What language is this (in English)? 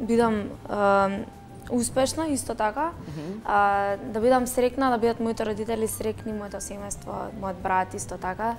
Macedonian